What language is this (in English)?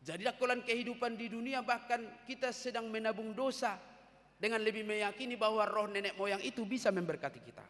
Batak Toba